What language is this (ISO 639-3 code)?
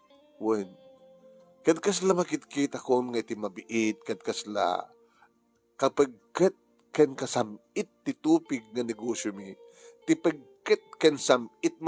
ilo